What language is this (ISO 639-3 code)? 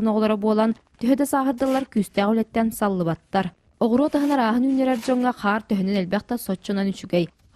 sah